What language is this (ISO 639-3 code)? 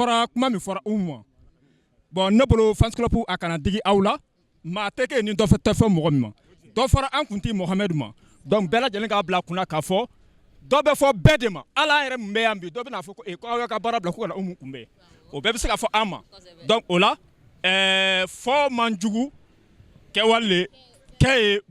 bam